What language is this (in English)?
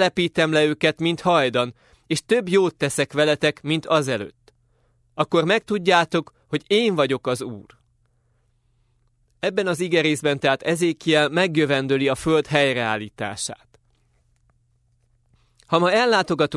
Hungarian